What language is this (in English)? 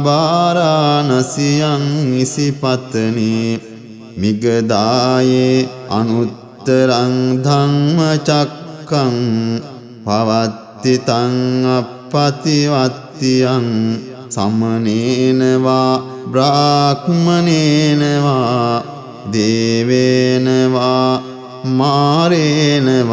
Pali